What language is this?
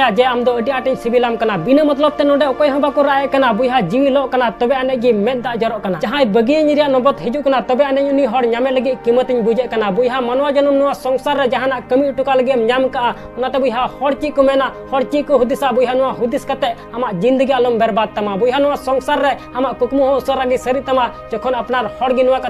Santali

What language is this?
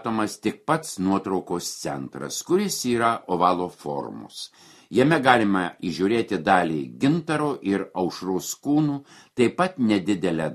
Lithuanian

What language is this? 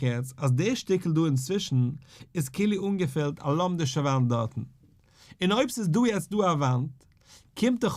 Yiddish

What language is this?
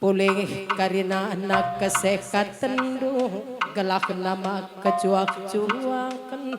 Batak Karo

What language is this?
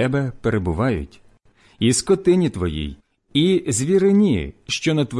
Ukrainian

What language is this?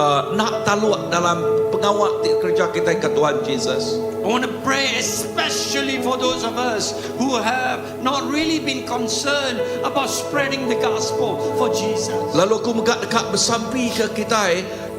Iban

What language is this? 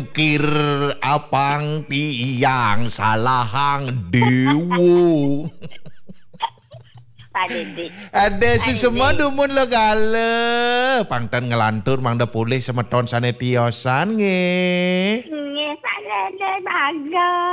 Balinese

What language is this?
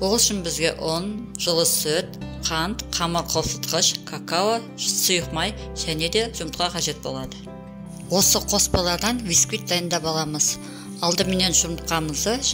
Kazakh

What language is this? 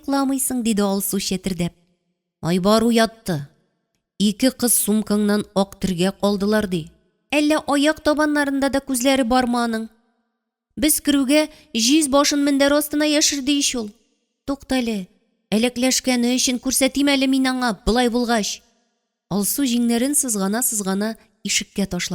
Tatar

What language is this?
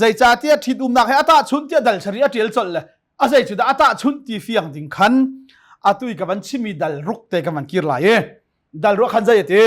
Hakha Chin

